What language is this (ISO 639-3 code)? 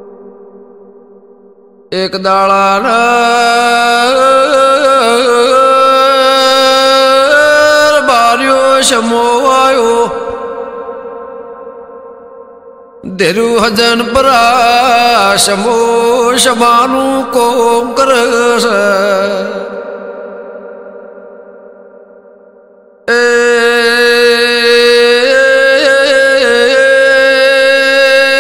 guj